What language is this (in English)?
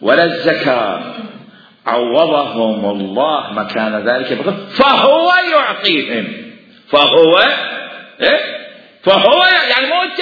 Mesopotamian Arabic